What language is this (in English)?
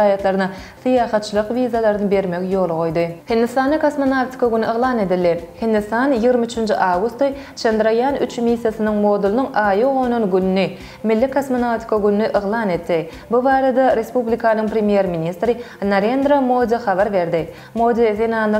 Turkmen